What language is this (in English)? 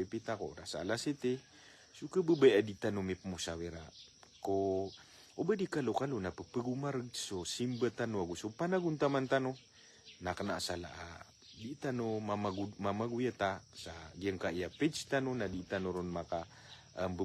Maranao